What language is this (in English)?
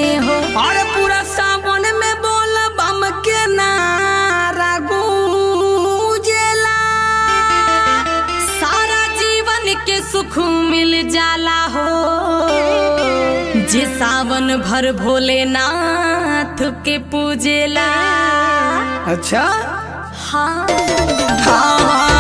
Bhojpuri